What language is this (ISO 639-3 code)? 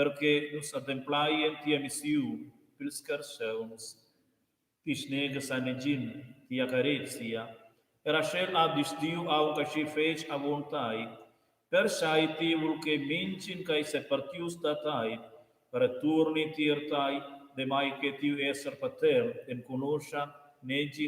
roh